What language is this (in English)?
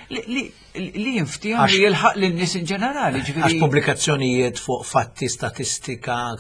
Maltese